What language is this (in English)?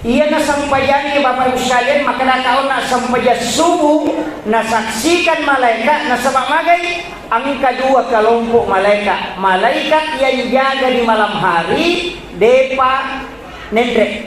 Buginese